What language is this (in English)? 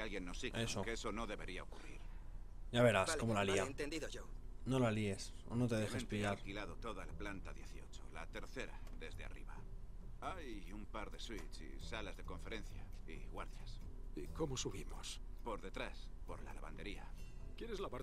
Spanish